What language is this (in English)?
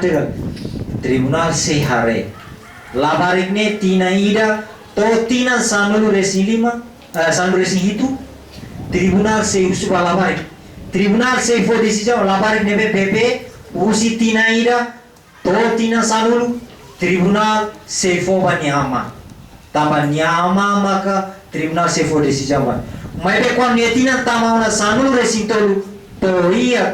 Tetum